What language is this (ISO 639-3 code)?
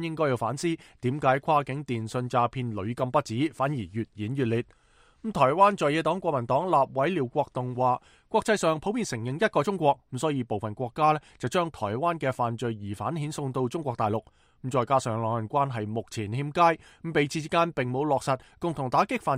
yue